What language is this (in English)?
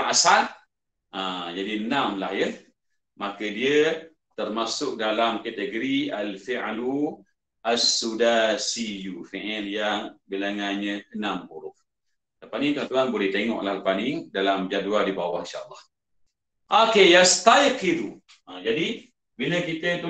Malay